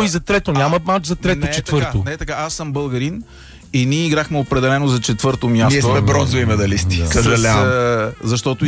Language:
Bulgarian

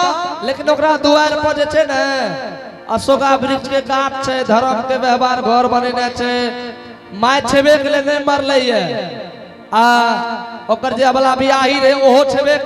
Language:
Angika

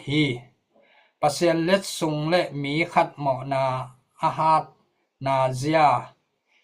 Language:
Tedim Chin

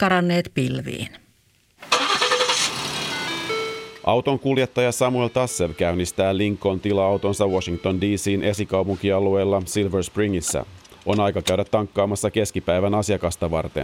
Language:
Finnish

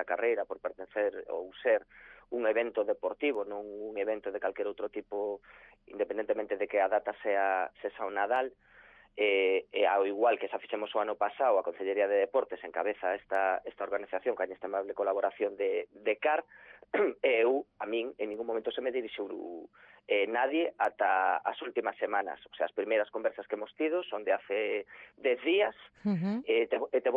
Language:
Galician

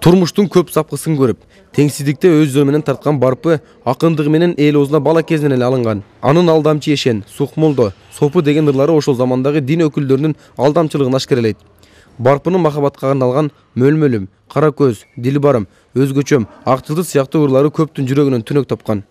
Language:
Kyrgyz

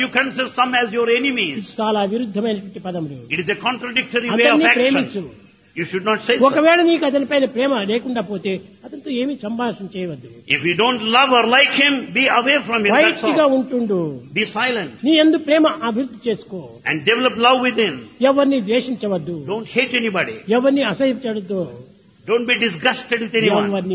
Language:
Telugu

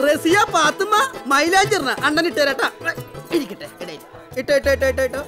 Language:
Malayalam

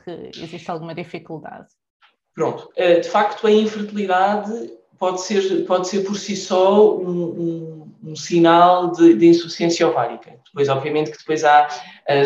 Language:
Portuguese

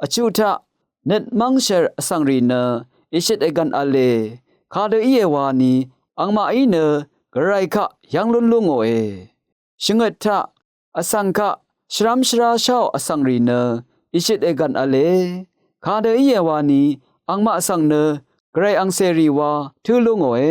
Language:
Rawang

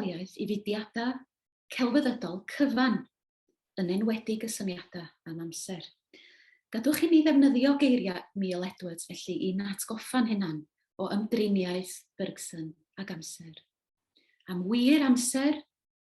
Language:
Welsh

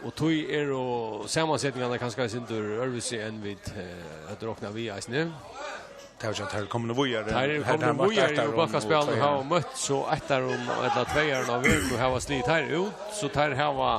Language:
Faroese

